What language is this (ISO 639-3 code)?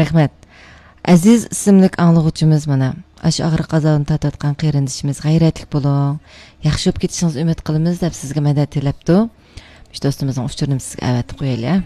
uig